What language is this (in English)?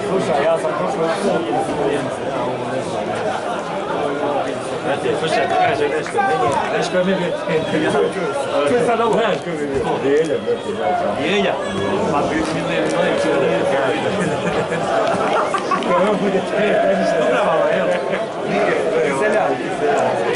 Croatian